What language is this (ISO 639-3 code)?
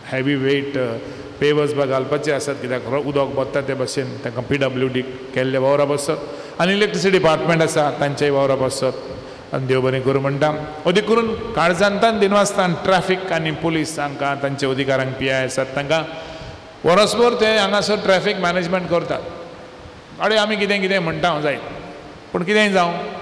kok